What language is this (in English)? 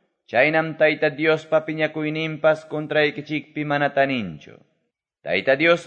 Quechua